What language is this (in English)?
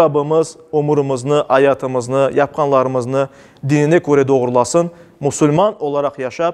Crimean Tatar